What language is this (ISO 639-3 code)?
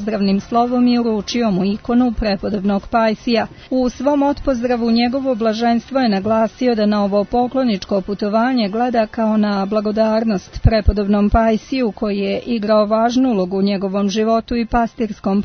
srp